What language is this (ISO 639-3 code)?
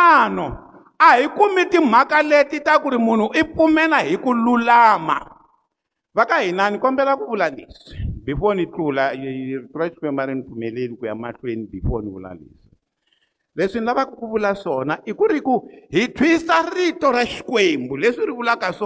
tso